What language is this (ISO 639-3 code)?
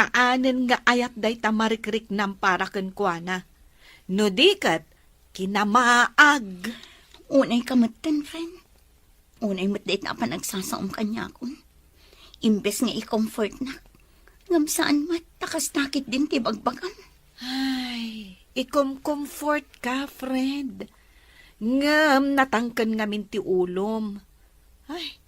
ilo